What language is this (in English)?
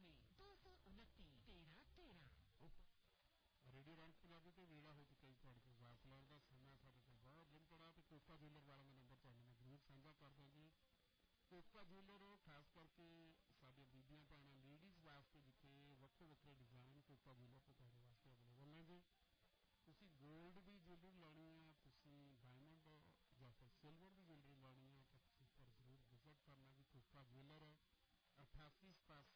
Punjabi